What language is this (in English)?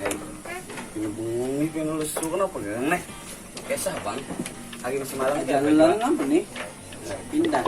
Banjar